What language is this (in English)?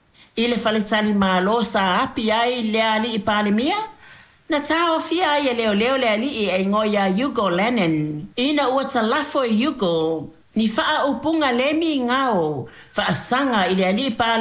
Samoan